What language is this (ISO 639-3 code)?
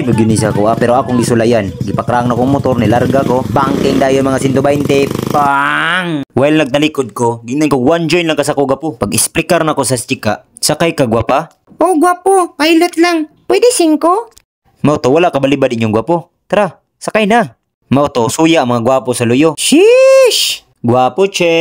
ceb